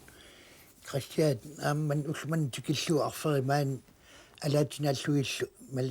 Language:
Kalaallisut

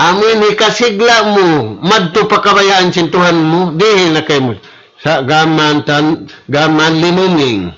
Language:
Tausug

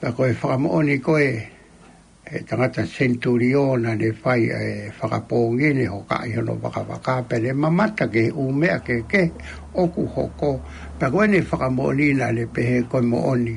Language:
Tongan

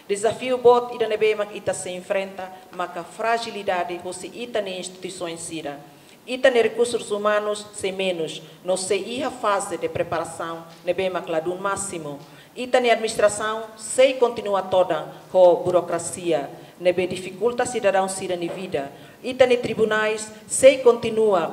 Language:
Tetum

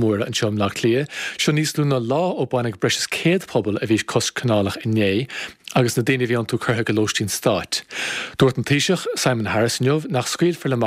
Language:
Irish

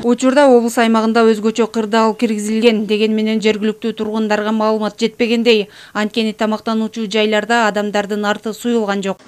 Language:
Kyrgyz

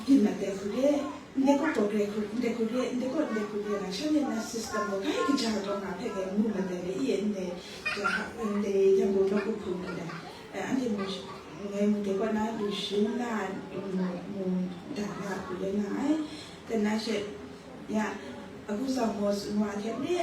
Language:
Kachin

